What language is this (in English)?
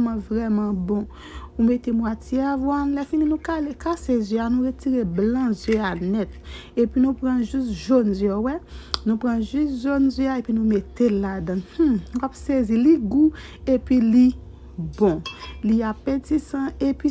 Haitian Creole